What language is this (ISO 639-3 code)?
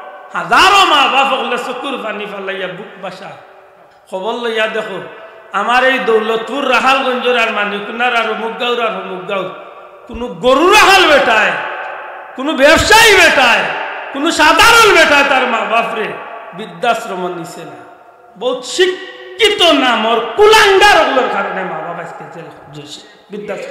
syl